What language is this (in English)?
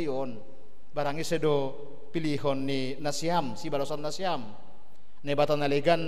Batak Simalungun